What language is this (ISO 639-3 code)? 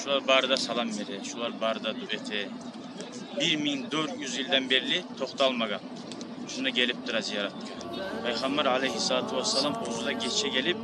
kum